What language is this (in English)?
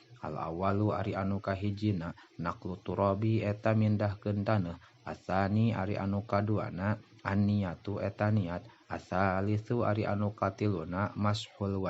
Sundanese